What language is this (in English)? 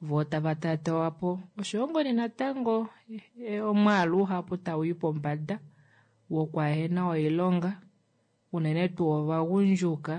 Kuanyama